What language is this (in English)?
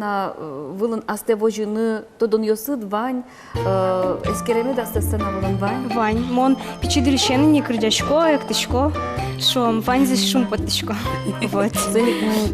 Udmurt